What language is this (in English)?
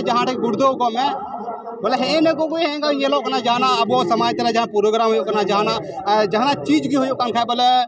Santali